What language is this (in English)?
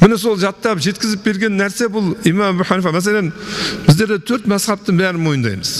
Kazakh